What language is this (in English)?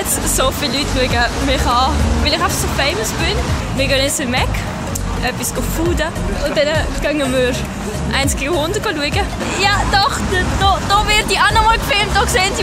Swiss German